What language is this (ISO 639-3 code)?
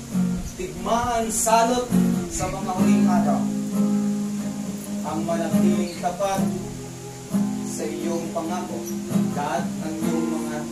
fil